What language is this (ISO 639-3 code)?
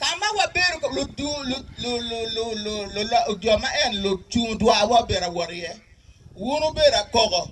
ach